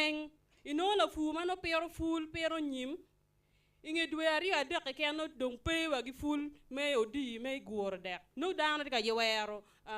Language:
Acoli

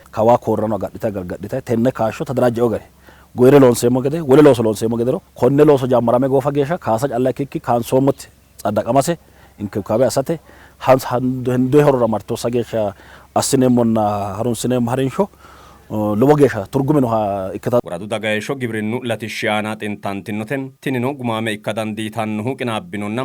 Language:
Sidamo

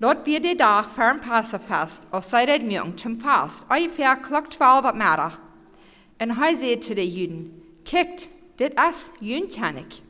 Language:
Plautdietsch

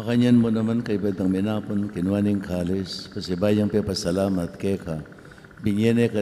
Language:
Pampanga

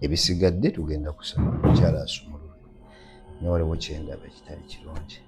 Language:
Ganda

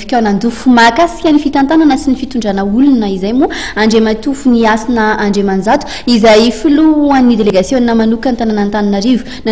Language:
Malagasy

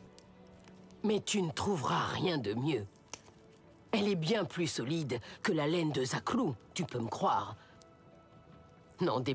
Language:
French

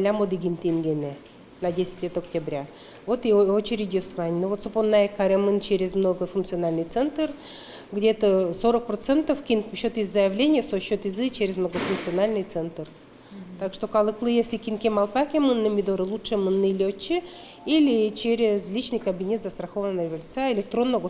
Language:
Udmurt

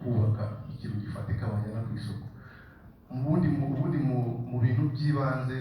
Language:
Kinyarwanda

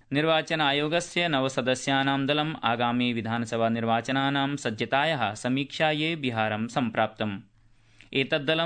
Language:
Sanskrit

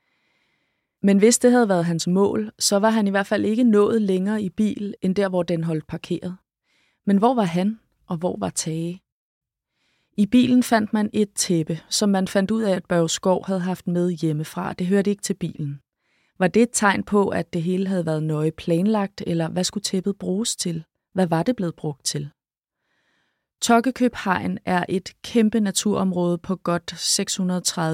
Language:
Danish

